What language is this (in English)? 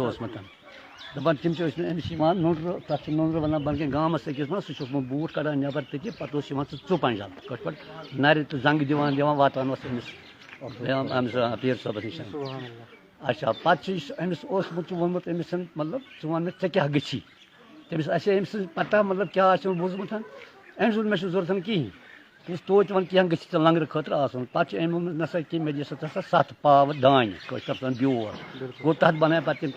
Kashmiri